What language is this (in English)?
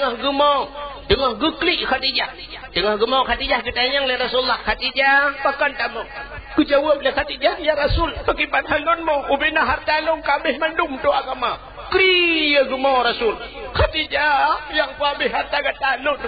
Achinese